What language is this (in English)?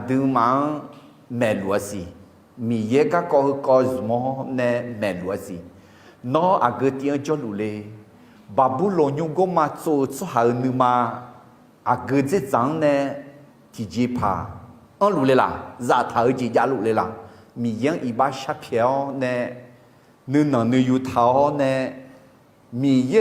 Akha